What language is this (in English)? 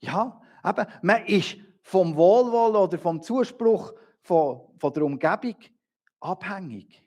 Swiss German